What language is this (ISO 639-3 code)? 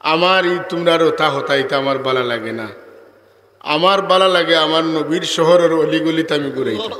syl